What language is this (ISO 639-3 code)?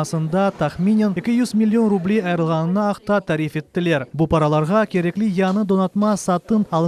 crh